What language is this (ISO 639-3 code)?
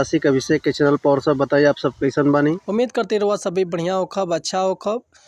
bho